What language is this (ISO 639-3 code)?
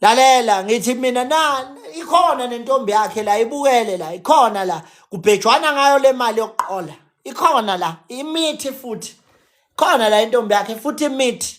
zul